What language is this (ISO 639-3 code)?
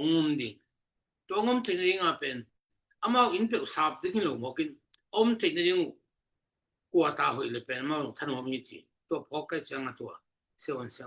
ctd